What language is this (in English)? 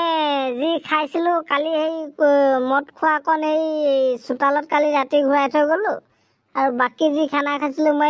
Assamese